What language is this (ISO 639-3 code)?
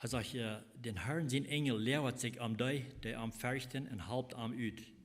pdt